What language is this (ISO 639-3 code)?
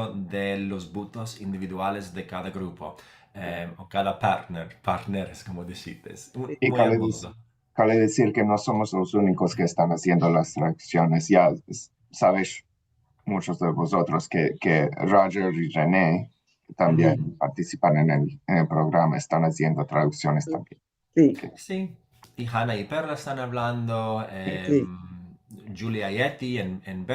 lad